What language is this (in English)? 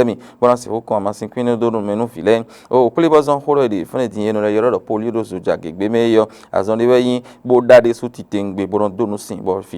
Fon